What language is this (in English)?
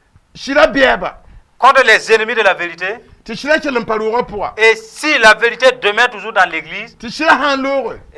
Mossi